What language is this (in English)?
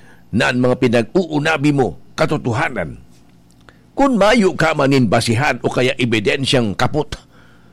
Bikol